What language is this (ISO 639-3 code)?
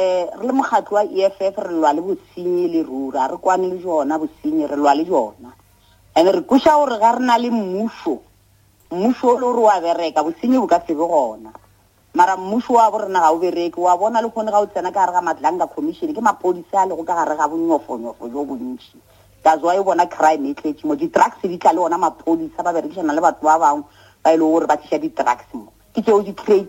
nso